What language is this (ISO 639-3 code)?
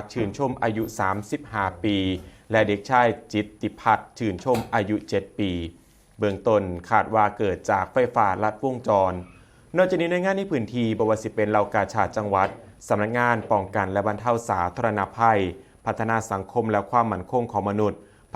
tts